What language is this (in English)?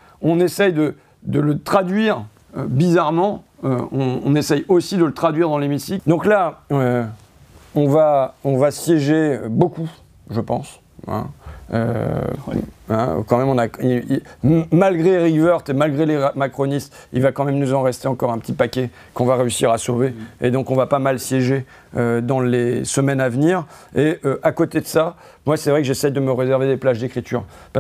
French